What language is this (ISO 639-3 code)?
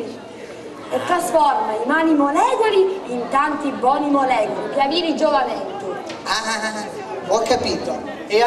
scn